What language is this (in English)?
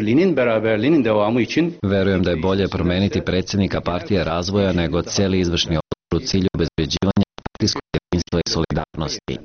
Serbian